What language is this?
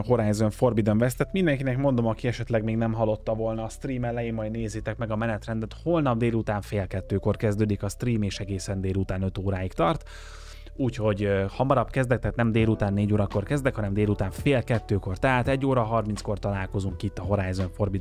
Hungarian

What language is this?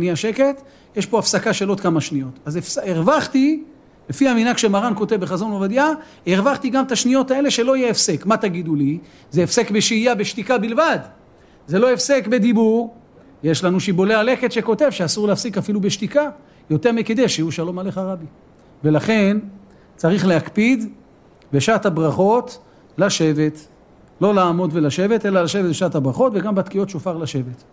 Hebrew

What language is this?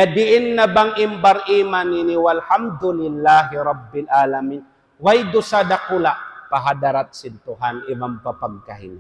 Tausug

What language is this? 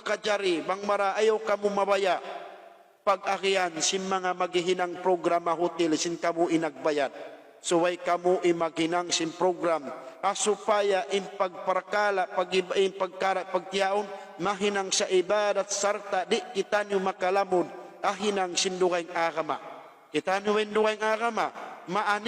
Tausug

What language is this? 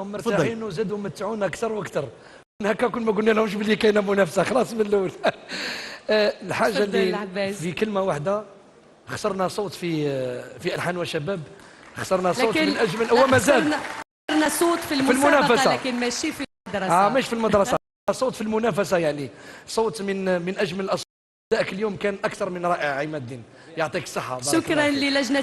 Algerian Arabic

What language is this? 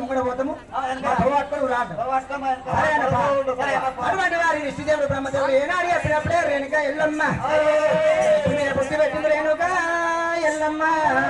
Telugu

